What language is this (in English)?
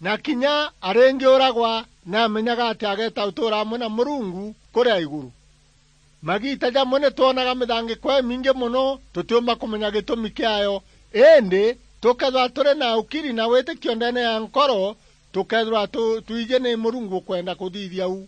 Meru